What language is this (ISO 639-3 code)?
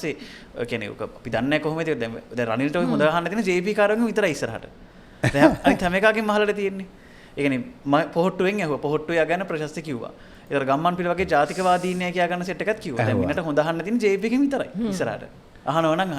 sin